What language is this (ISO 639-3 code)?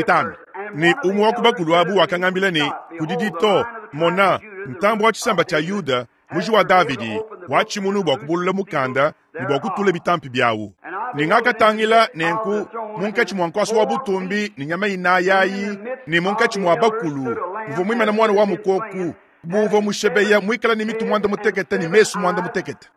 lua